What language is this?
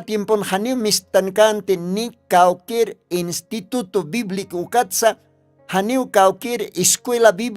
Aymara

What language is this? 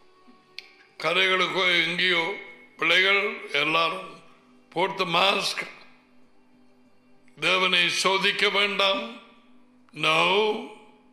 Tamil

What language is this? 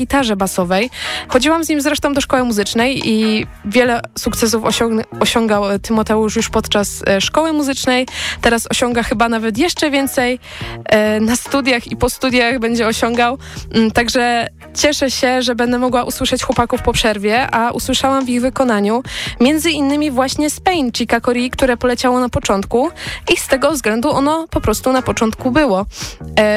Polish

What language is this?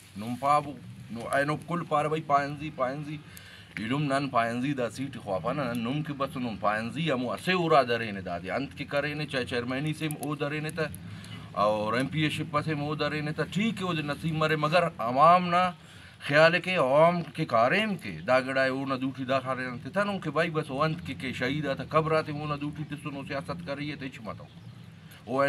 Brahui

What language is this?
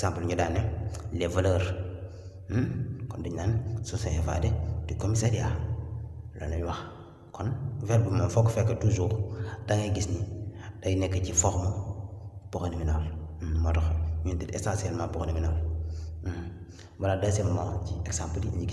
Wolof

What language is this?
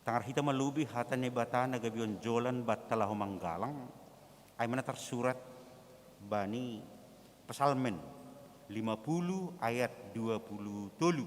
Batak Simalungun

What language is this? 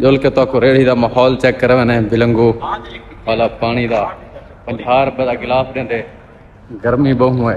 Saraiki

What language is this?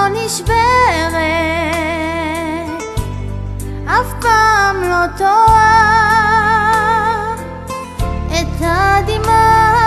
Hebrew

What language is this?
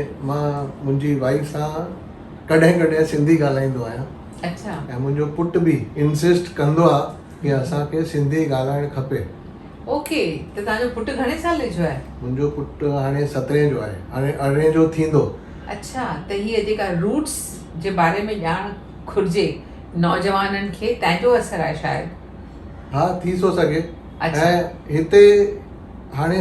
Sindhi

